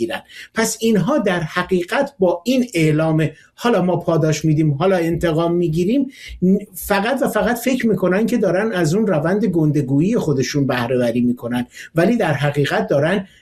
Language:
Persian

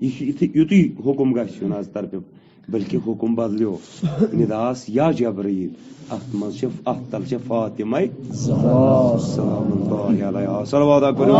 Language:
Kashmiri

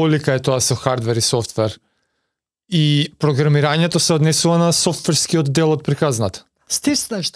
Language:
Macedonian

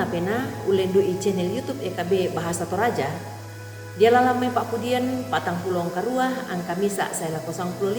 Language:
Toraja-Sa'dan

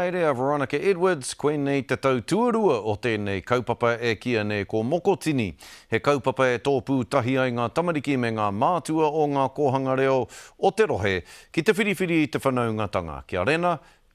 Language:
Māori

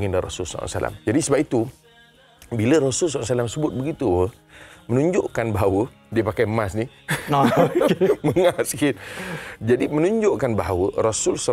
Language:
Malay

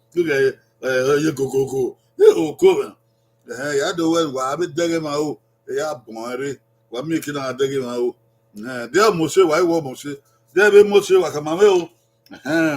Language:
Bini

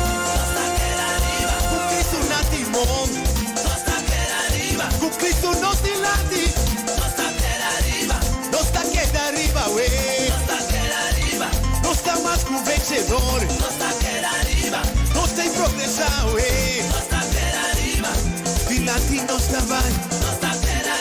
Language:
Papiamento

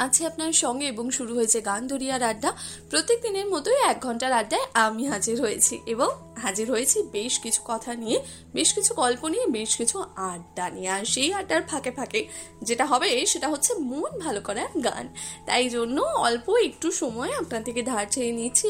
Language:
Bangla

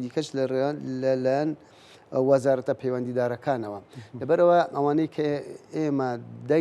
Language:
Central Kurdish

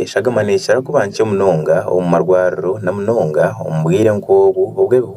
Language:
Nyankole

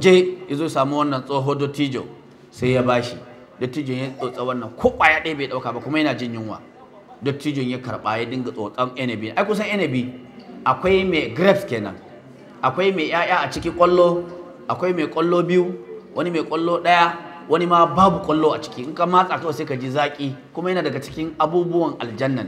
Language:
Hausa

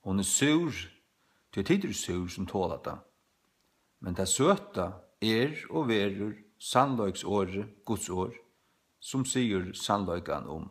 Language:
Faroese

